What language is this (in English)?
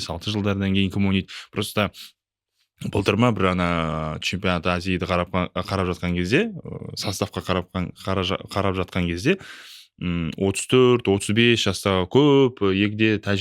Kazakh